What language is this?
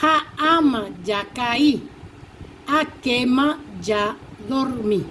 Guarani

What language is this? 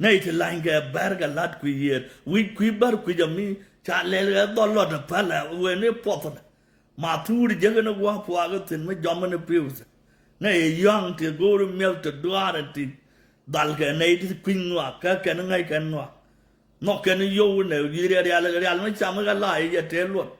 Nuer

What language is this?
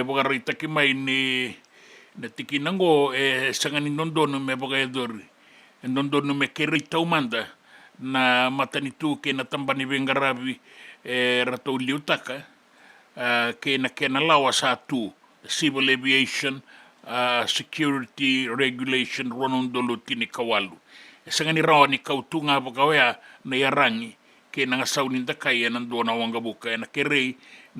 Fijian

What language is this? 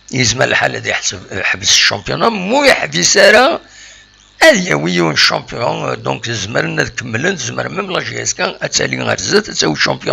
Kabyle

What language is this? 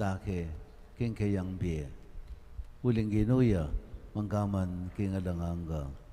Pampanga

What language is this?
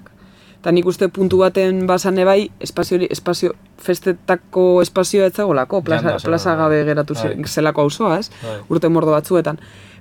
Basque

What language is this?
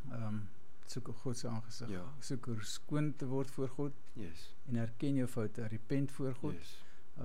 Afrikaans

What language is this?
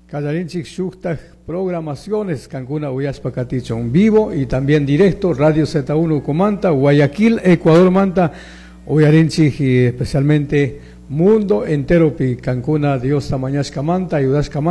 Chimborazo Highland Quichua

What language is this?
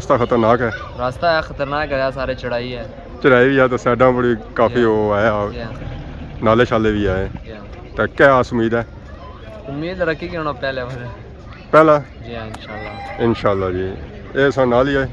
Pahari-Potwari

